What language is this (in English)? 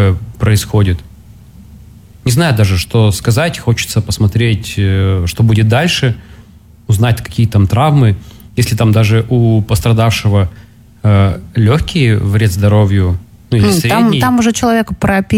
Russian